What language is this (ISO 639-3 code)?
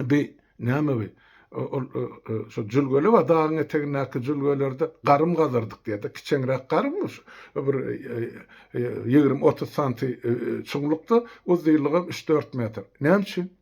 tuk